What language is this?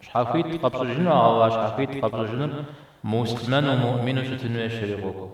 Kabardian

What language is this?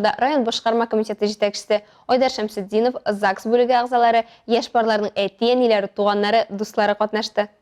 Tatar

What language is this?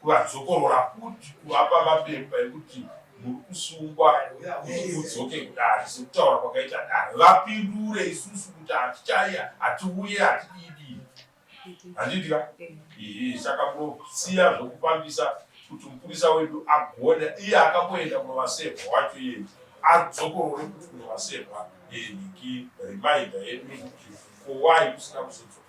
Shona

